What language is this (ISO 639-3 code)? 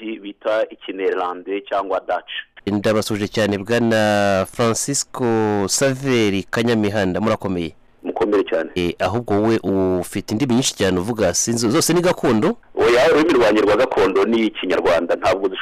kin